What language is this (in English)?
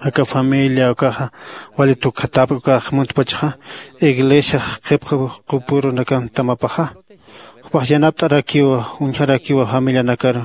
Aymara